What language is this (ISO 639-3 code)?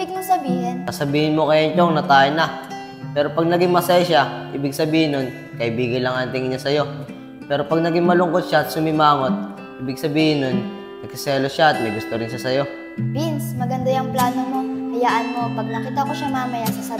fil